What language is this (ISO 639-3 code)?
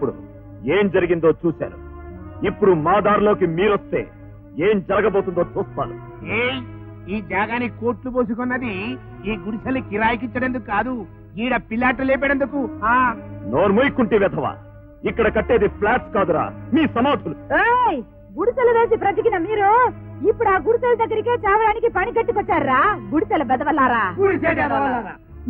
tel